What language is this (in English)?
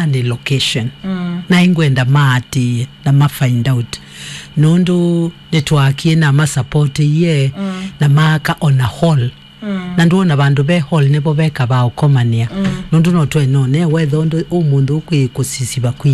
Kamba